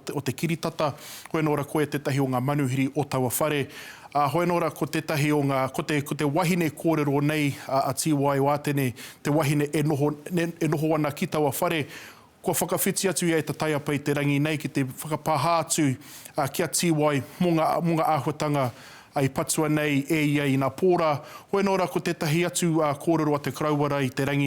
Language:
Māori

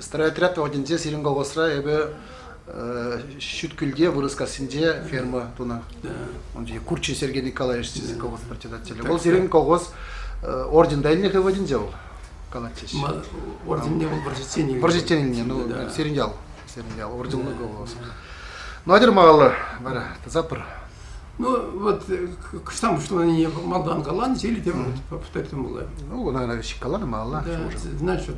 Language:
Chuvash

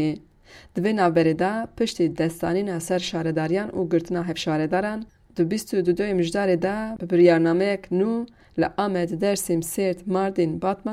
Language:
Kurdish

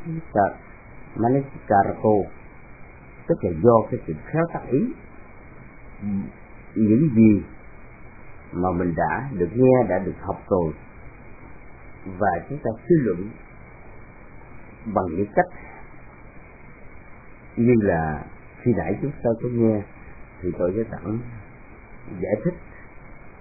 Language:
Vietnamese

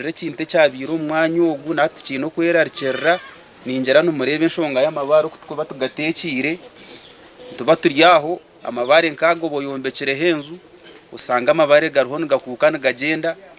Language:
Nyankole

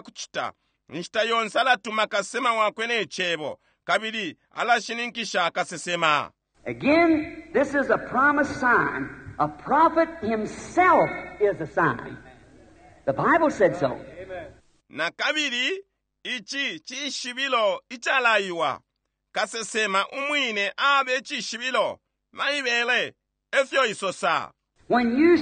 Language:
Bemba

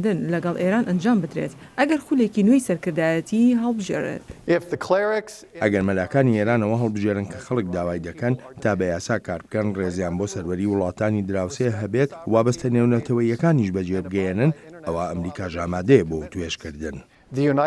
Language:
Central Kurdish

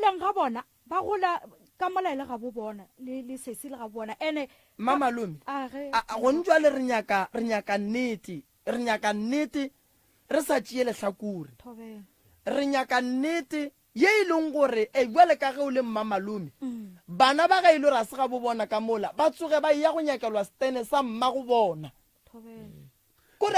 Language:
Northern Sotho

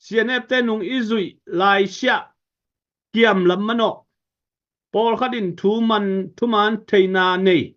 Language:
Tedim Chin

